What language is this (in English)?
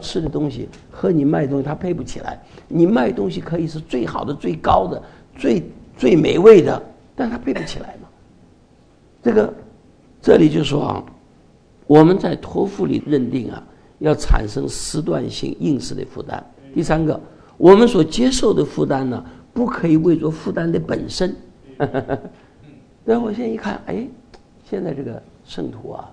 Chinese